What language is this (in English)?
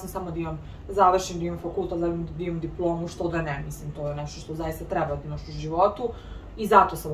Serbian